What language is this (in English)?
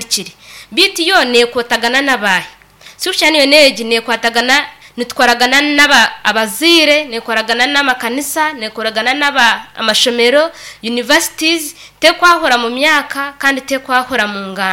Nyankole